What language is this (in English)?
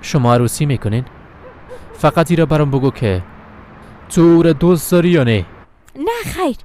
Persian